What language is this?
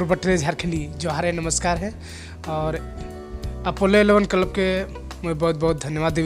Sadri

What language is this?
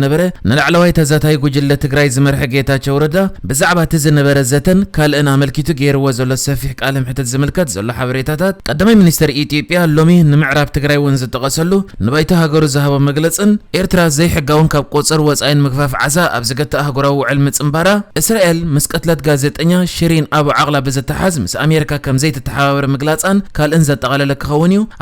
Tigrinya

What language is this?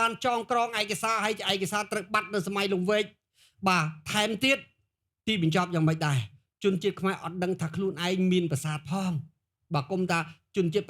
Khmer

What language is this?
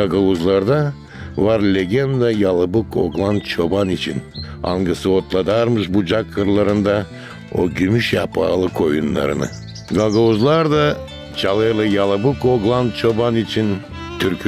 Gagauz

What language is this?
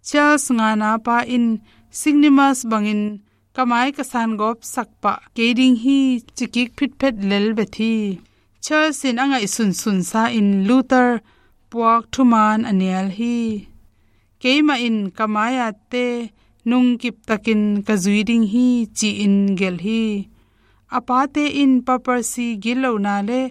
Tedim Chin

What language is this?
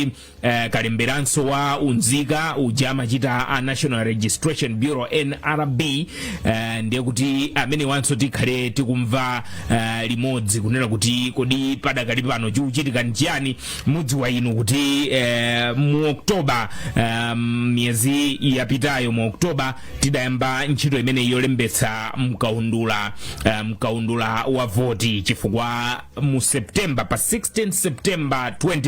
Nyanja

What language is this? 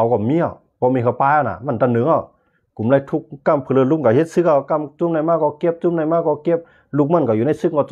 Shan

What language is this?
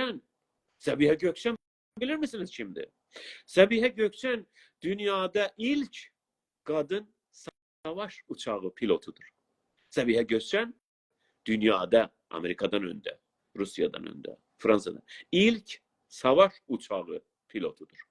South Azerbaijani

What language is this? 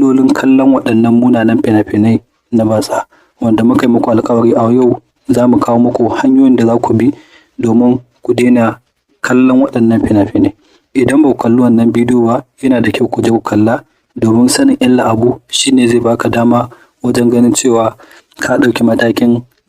Hausa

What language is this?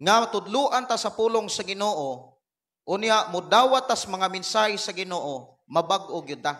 Cebuano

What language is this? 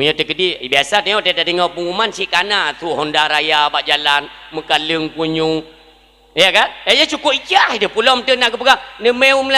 Achinese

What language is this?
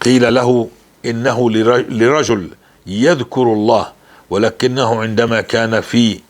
North Levantine Arabic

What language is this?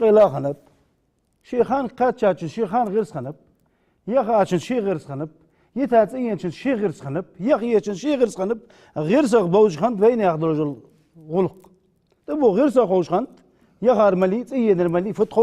Ingush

